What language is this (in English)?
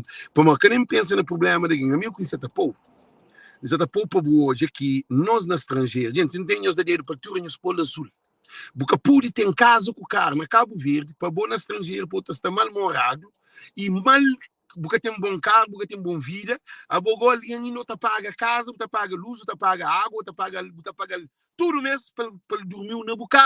Kabuverdianu